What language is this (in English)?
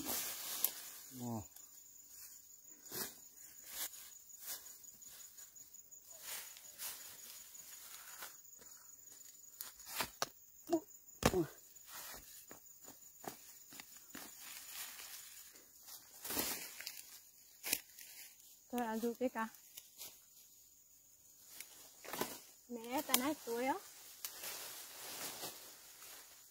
Vietnamese